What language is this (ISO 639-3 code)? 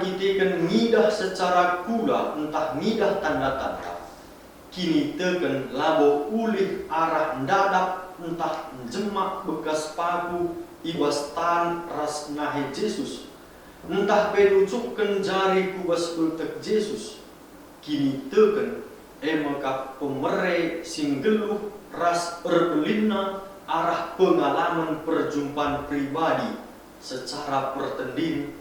btx